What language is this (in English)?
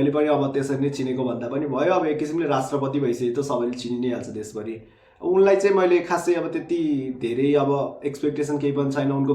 Nepali